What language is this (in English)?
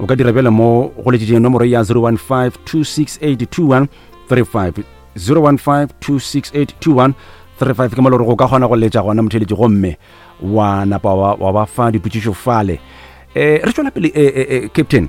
Northern Sotho